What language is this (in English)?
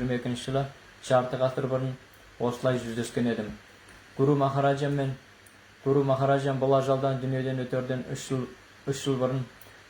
Kazakh